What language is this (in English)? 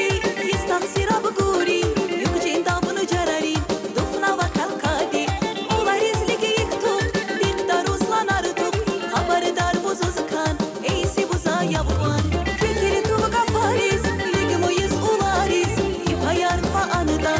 Tabassaran